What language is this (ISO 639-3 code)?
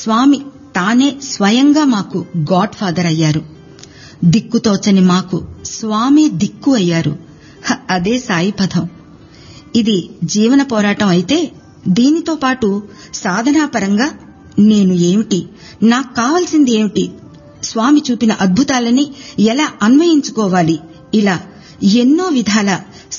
tel